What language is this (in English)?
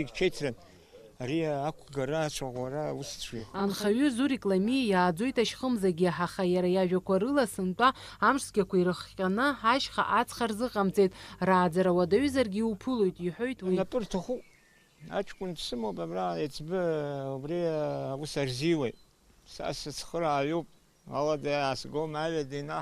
Abkhazian